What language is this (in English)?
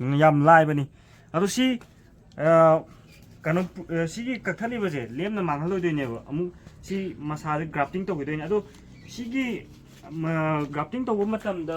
Manipuri